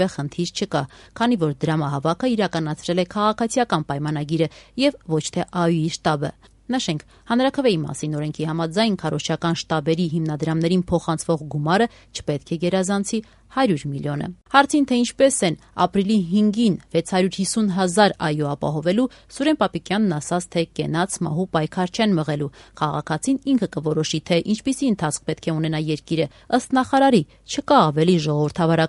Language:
Armenian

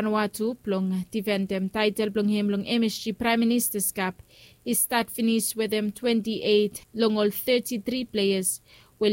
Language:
Bislama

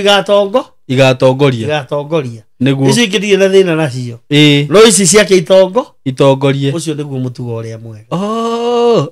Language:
Kikuyu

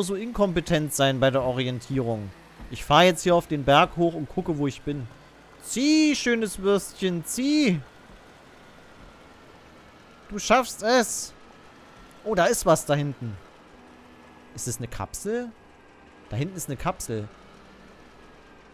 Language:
German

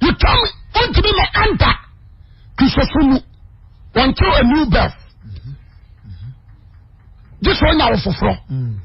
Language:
Akan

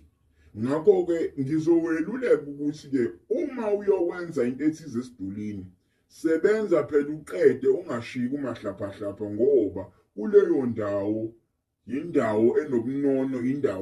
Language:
Zulu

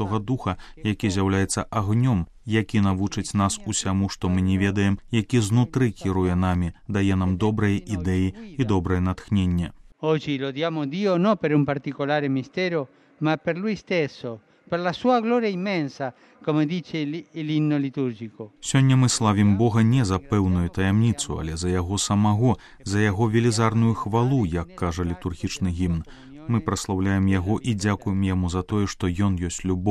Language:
Belarusian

